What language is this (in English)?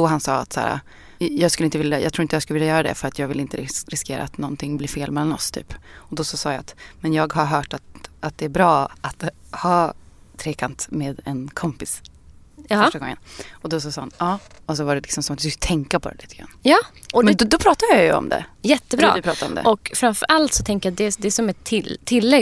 Swedish